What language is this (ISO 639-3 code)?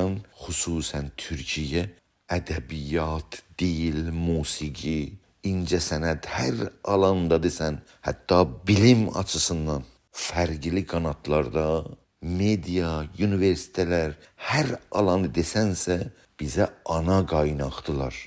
azb